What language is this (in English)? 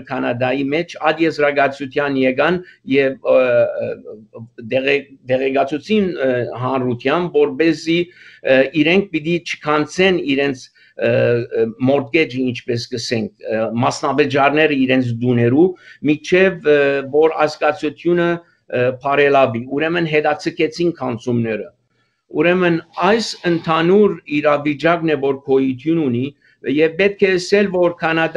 Armenian